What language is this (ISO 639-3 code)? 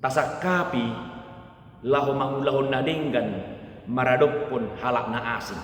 bbc